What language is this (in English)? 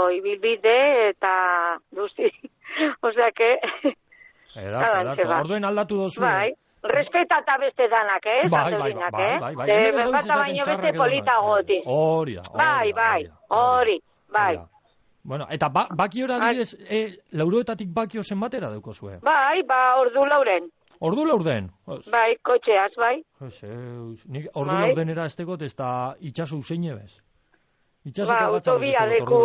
Basque